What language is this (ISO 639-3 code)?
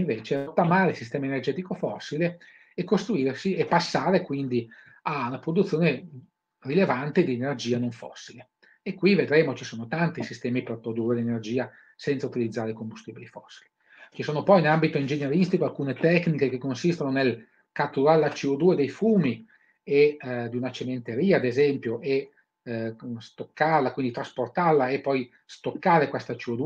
ita